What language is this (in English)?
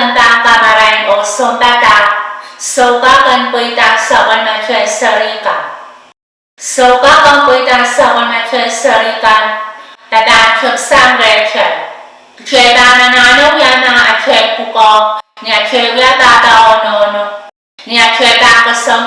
Pohnpeian